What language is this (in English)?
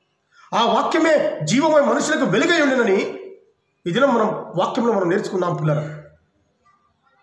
Telugu